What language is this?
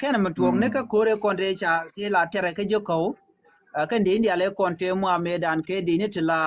Nuer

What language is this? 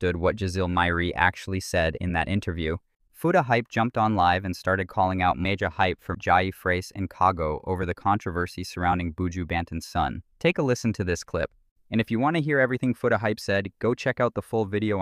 Jamaican Creole English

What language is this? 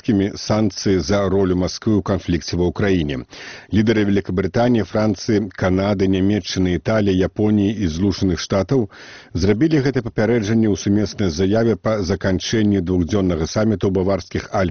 Belarusian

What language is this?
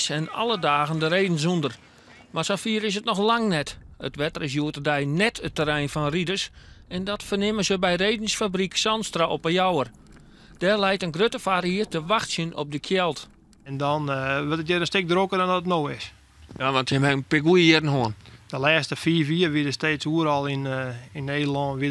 Western Frisian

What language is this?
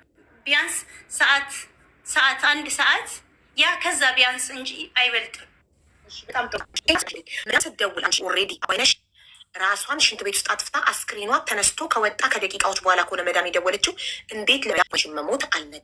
Amharic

